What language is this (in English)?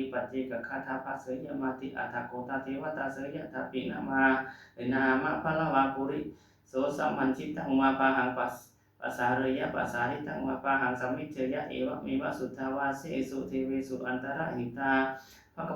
Pali